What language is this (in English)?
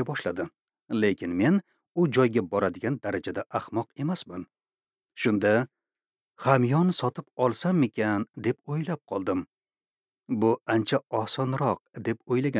Uzbek